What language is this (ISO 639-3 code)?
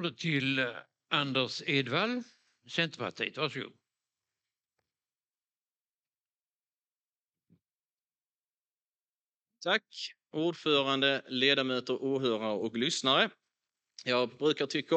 swe